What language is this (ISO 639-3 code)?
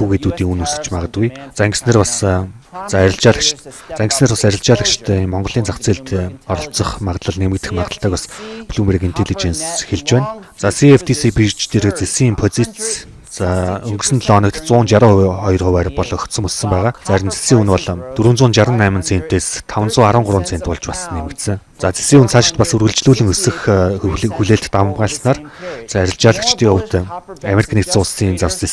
mon